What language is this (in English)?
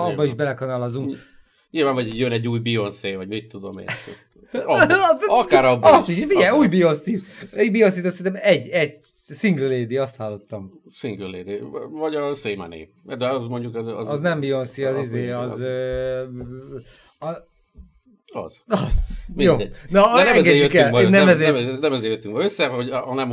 Hungarian